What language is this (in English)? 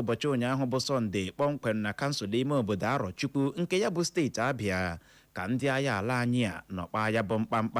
Igbo